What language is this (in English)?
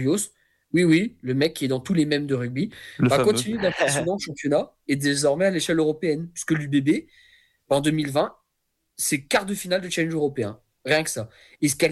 French